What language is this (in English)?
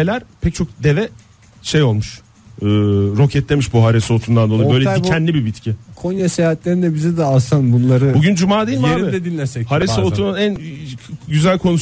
Turkish